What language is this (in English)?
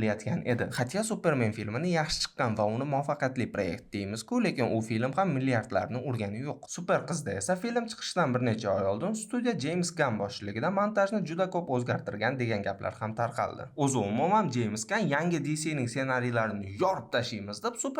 Uzbek